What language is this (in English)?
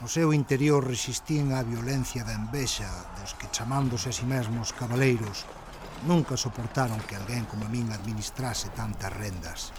Galician